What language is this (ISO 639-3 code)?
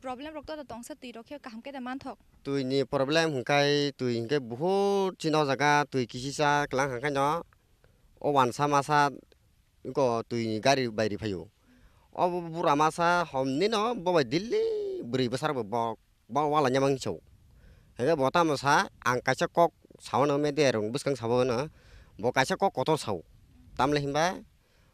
trp